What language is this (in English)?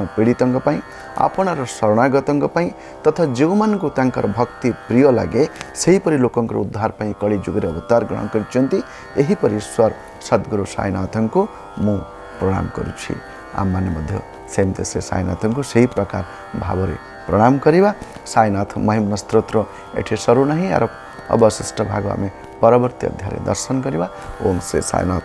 Odia